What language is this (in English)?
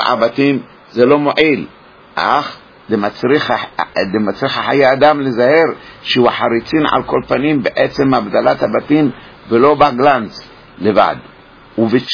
Hebrew